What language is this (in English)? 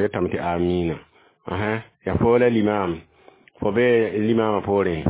Mossi